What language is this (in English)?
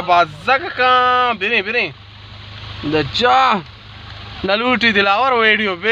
Baluchi